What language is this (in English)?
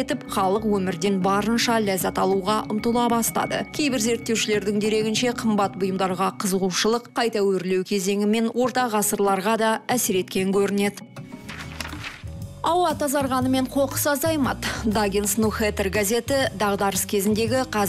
Kazakh